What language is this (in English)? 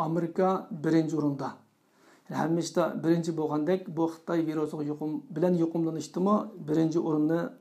Uyghur